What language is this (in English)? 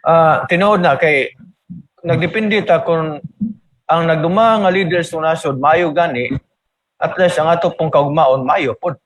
Cebuano